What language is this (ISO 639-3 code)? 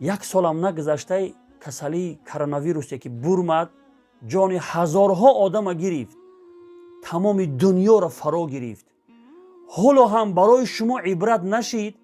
tgk